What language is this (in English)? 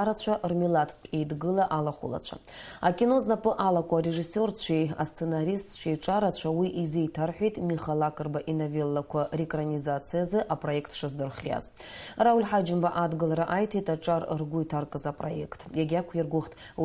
Abkhazian